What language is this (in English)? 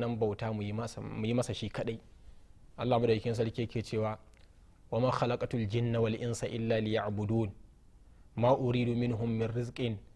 Hausa